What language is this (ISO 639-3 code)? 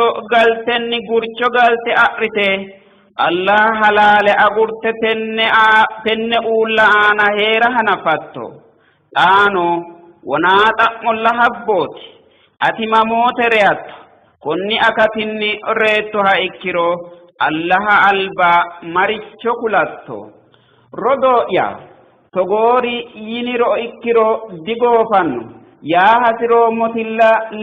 sid